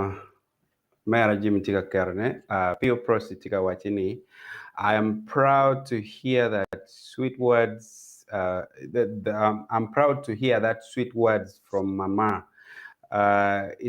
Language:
Acoli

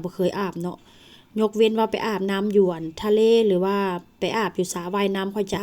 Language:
Northeastern Thai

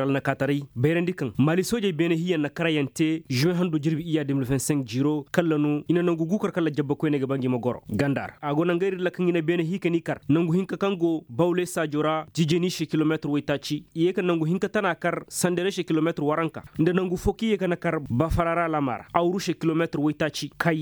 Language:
Koyraboro Senni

